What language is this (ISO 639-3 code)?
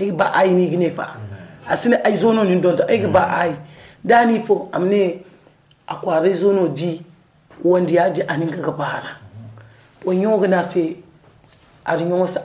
dje